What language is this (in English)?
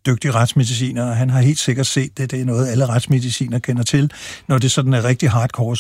Danish